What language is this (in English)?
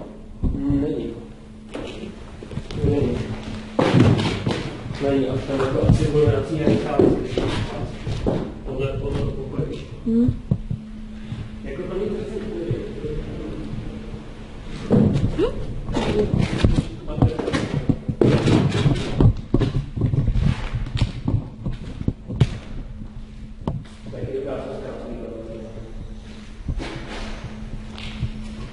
Czech